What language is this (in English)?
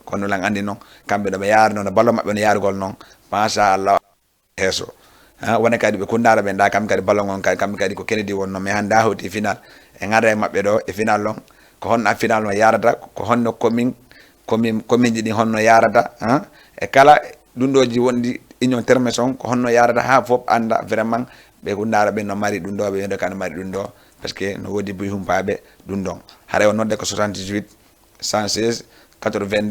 Fula